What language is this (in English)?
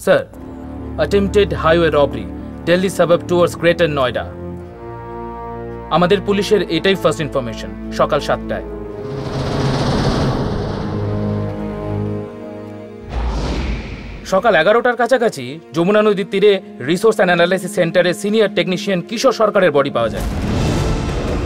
Bangla